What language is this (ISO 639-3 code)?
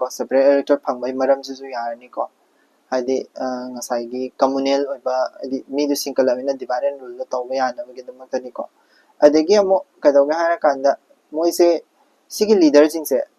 mni